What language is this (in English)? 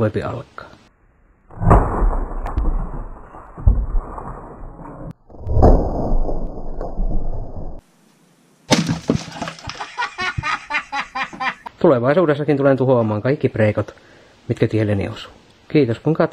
Finnish